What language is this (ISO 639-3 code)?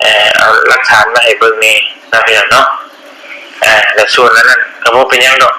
tts